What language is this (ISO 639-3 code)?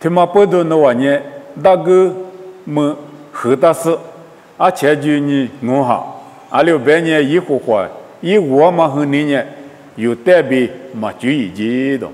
lis